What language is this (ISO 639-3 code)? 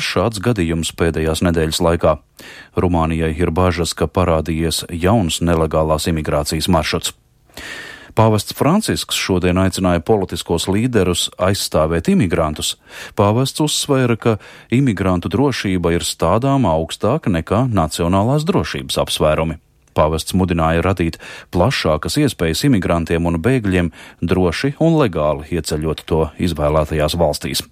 lav